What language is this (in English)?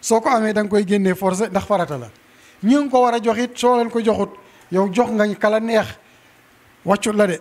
Wolof